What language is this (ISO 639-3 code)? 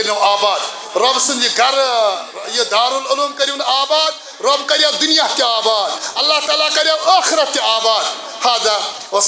kas